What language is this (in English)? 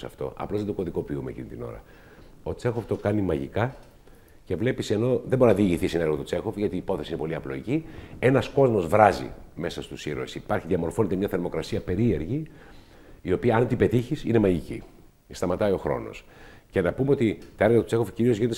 Greek